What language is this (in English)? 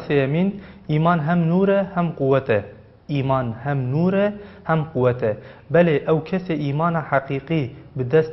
Kurdish